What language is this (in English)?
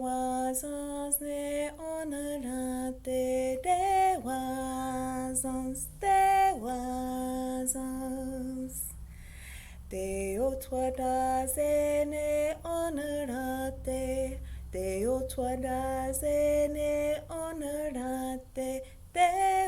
Mohawk